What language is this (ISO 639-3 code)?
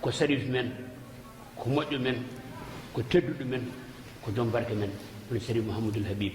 ful